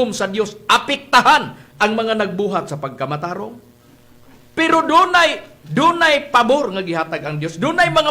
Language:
Cebuano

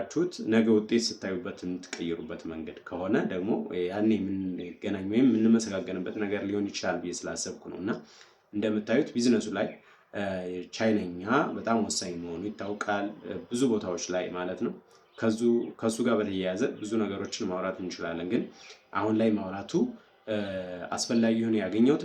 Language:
Amharic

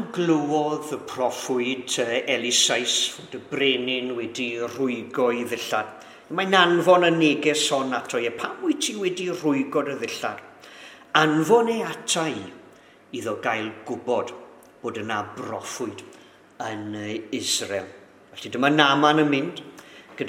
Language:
Welsh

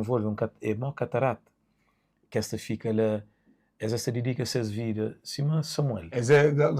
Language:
Kabuverdianu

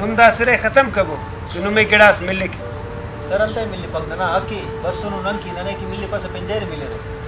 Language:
Brahui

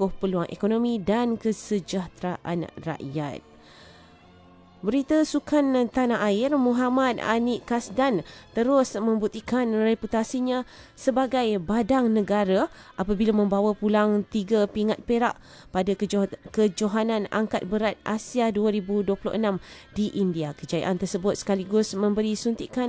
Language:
Malay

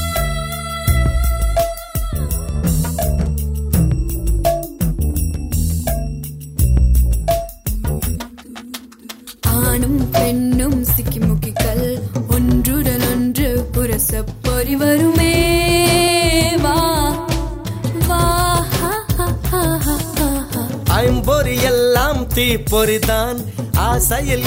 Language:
Tamil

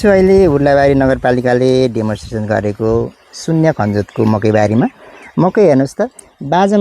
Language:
Nepali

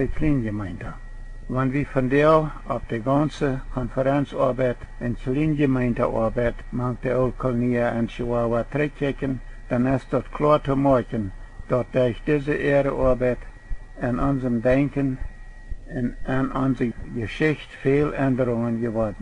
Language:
Plautdietsch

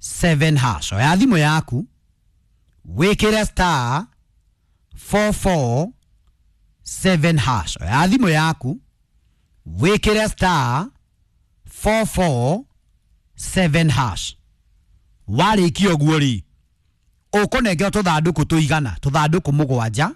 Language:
Kikuyu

